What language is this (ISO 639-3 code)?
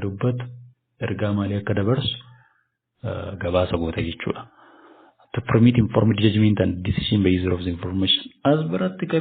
orm